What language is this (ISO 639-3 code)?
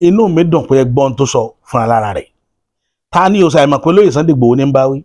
yor